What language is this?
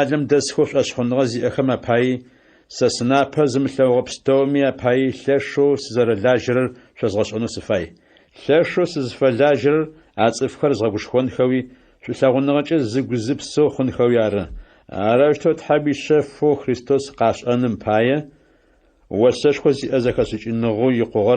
Adyghe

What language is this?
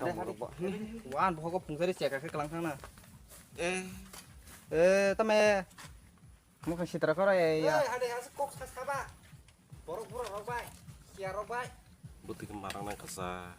Kok Borok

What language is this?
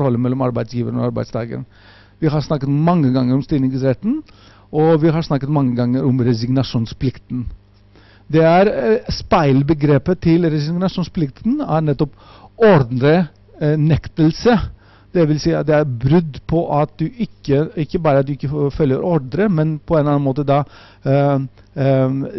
Norwegian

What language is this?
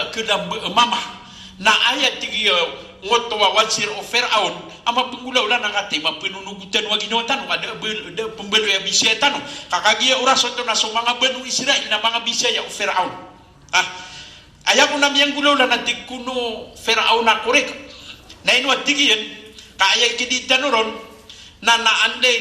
Maranao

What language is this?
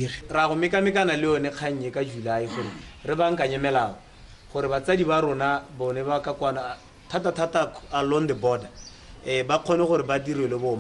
Tswana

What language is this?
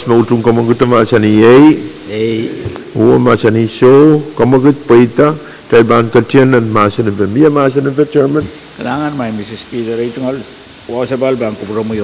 Pohnpeian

